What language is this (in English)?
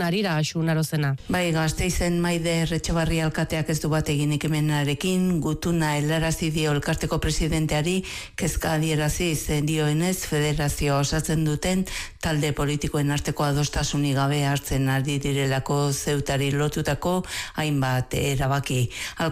Basque